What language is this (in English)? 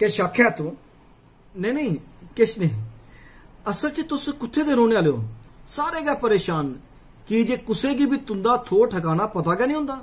Dogri